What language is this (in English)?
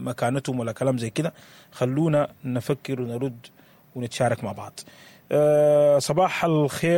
Sudanese Arabic